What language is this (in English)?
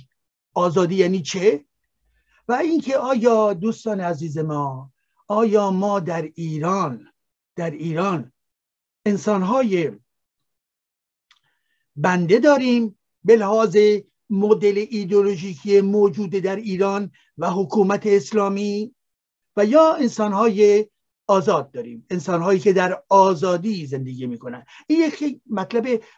Persian